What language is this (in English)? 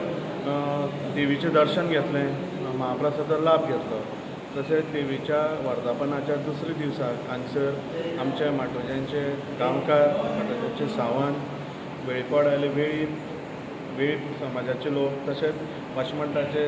Konkani